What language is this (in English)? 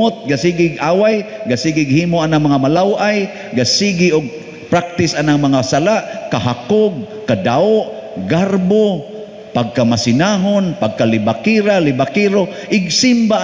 Cebuano